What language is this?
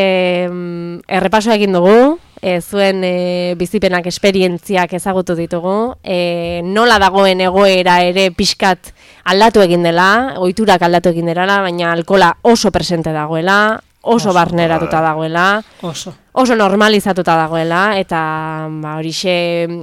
Basque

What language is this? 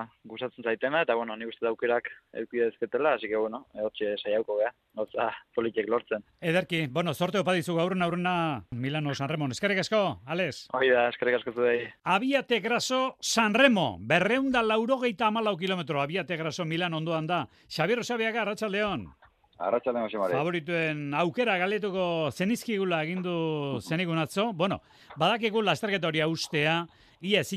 Basque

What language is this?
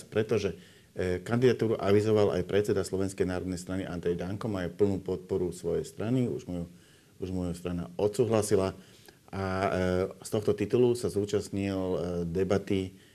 Slovak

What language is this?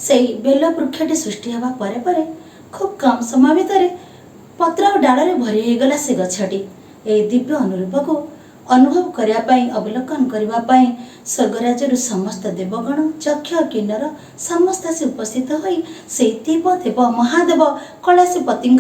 Odia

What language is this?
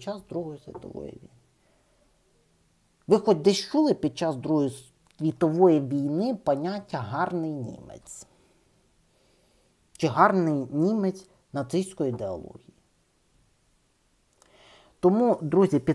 Ukrainian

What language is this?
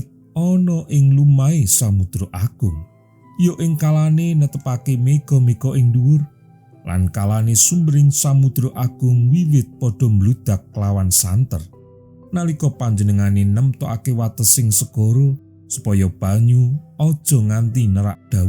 Javanese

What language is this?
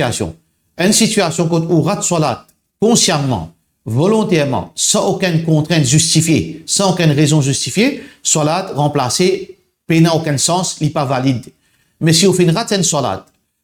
Morisyen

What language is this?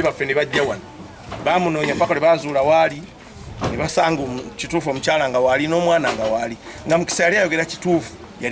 Ganda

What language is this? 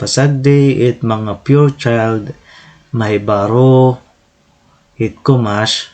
Waray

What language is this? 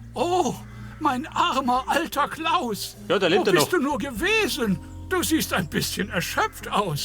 Bavarian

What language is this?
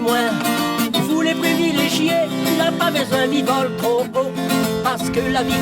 Réunion Creole French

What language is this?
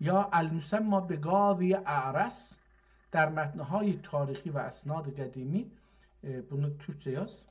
South Azerbaijani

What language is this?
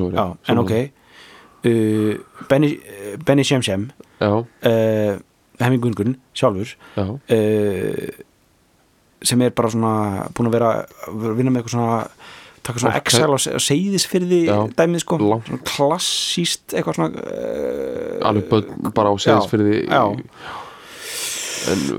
Icelandic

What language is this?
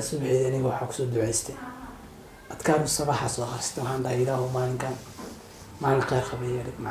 Somali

